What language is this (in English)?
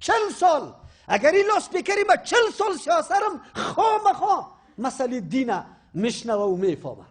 Persian